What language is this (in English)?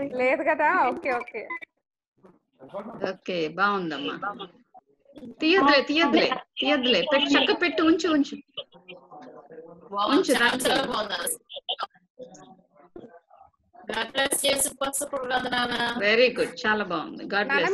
Telugu